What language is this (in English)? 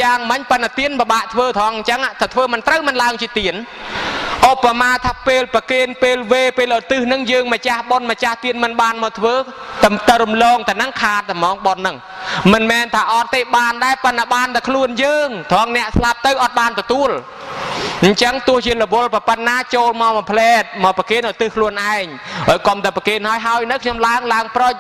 Khmer